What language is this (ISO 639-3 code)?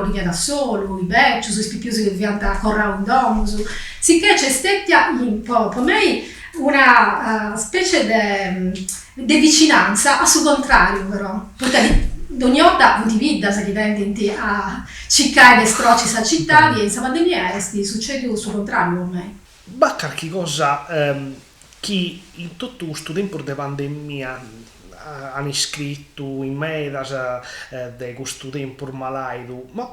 srd